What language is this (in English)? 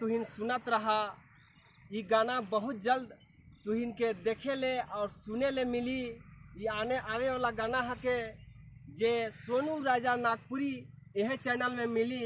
Sadri